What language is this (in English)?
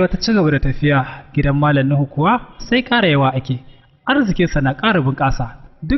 Hausa